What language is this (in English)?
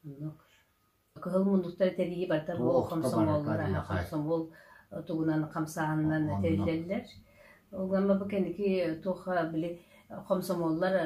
Yakut